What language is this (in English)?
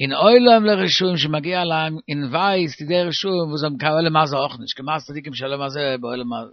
Yiddish